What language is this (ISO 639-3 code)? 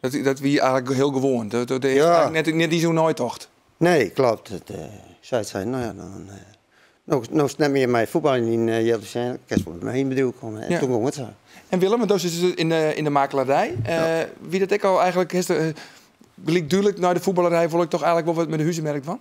fry